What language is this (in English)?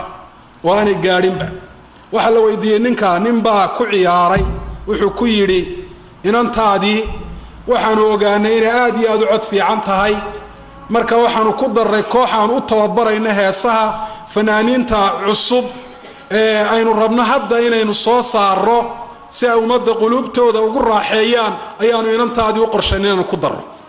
Somali